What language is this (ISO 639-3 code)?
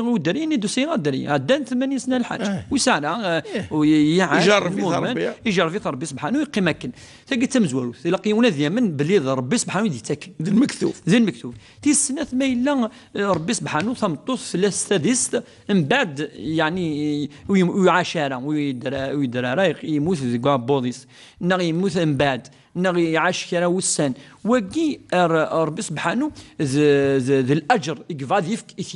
kab